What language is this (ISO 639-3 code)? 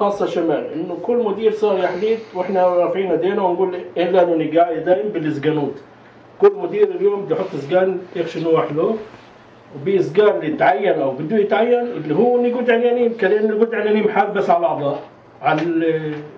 apc